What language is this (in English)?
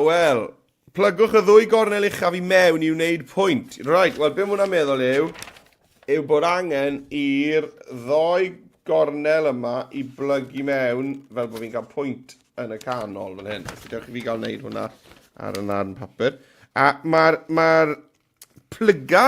Welsh